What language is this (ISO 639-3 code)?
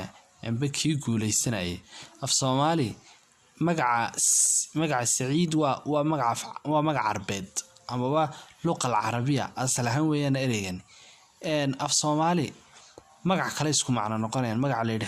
som